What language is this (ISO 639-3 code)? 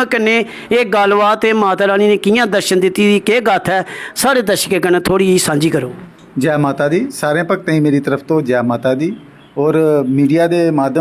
doi